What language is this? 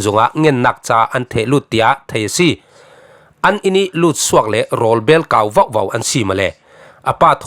Falam Chin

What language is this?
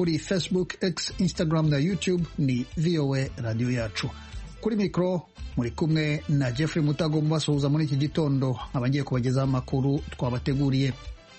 Kinyarwanda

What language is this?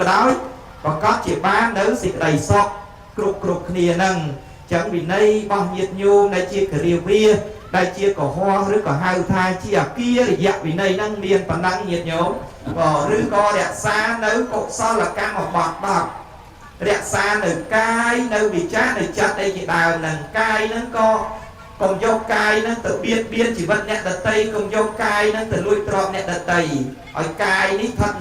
Khmer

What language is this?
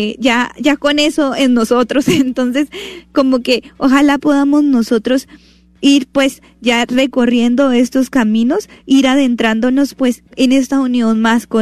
Spanish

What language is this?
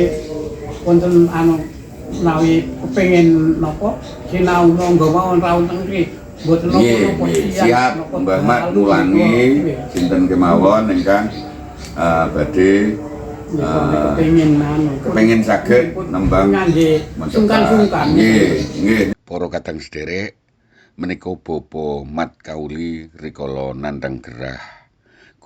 Javanese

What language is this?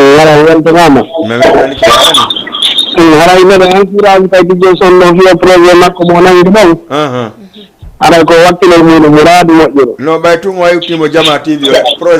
Fula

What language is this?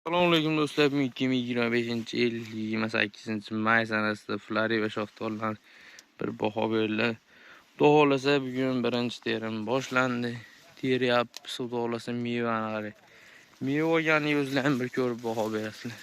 Uzbek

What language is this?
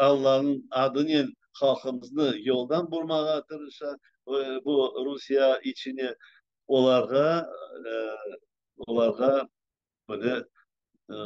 Crimean Tatar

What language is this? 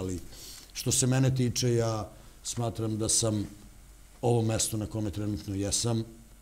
Serbian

